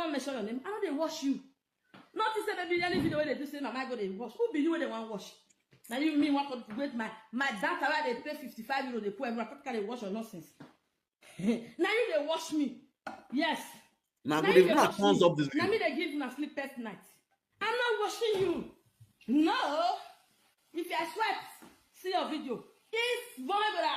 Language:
Nigerian Pidgin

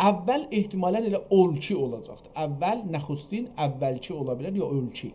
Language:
South Azerbaijani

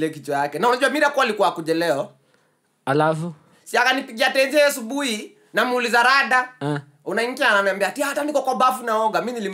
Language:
Swahili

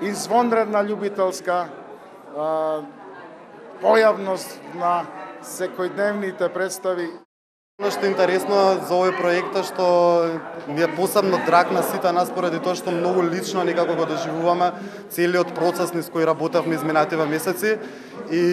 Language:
Macedonian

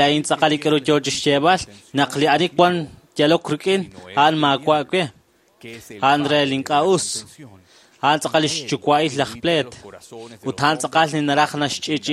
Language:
Kekchí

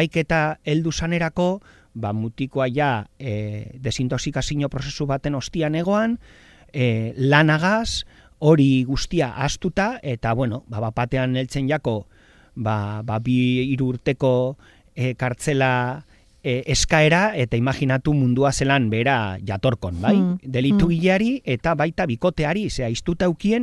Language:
Basque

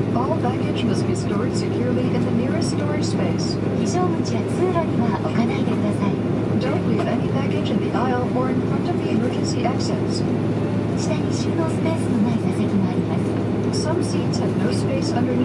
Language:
Japanese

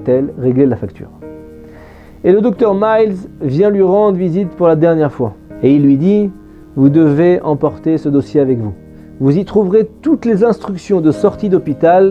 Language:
French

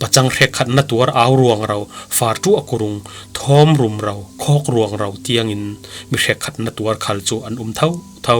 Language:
Falam Chin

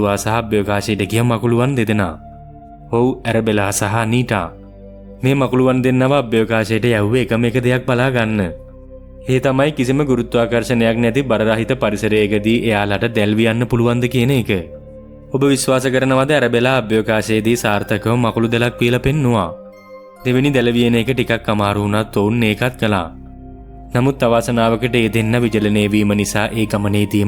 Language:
Sinhala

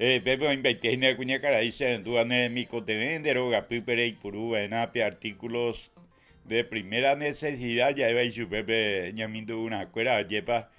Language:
Guarani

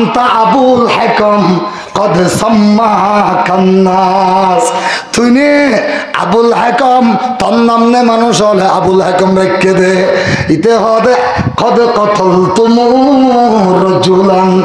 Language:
Rohingya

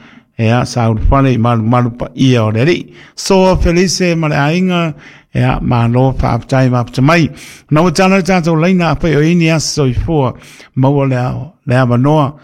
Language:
Samoan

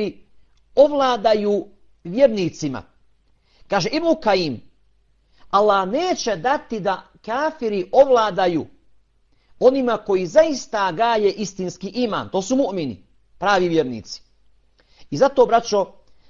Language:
Bosnian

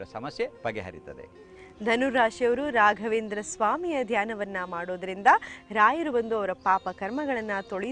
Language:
Kannada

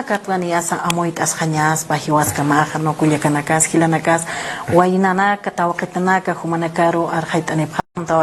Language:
Aymara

